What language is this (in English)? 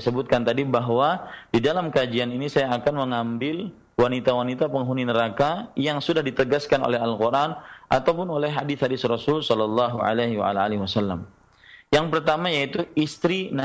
Indonesian